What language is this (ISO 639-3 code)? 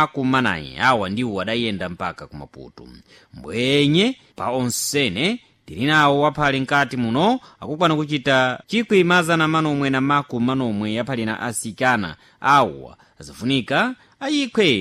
seh